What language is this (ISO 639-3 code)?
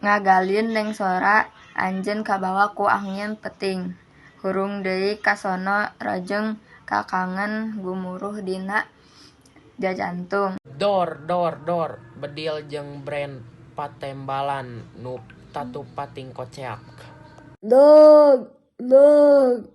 sun